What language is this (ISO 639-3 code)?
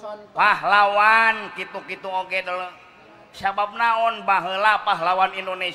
sun